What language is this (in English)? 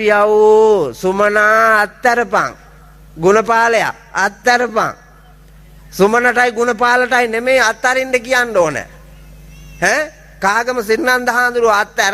Sinhala